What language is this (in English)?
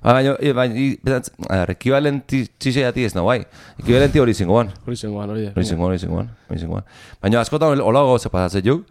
Basque